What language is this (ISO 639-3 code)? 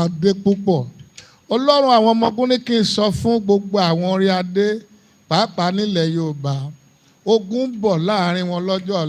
yor